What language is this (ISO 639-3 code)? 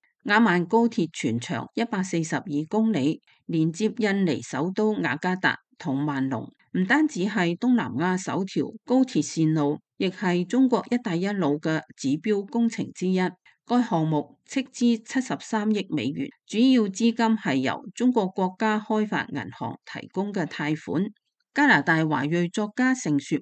yue